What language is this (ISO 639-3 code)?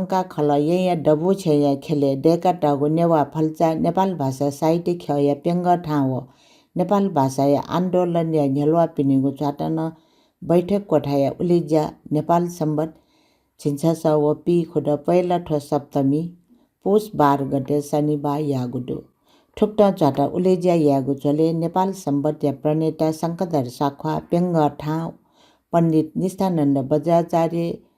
new